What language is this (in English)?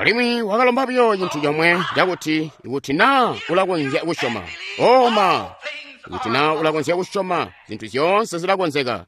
Tonga (Zambia)